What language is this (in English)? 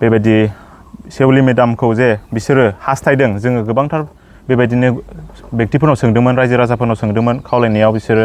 Bodo